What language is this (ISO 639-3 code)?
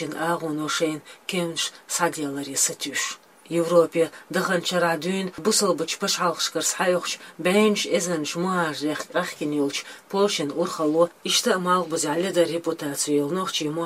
che